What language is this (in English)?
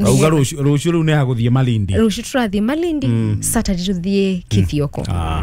Kikuyu